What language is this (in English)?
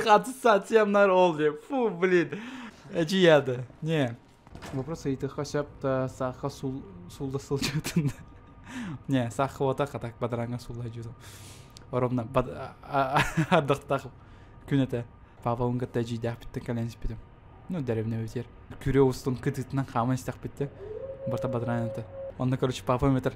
Yakut